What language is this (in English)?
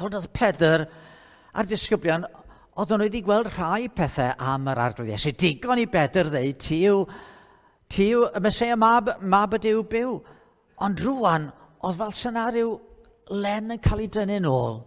Welsh